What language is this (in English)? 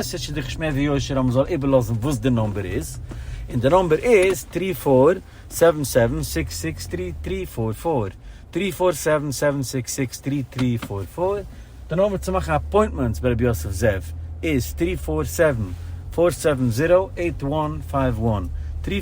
Yiddish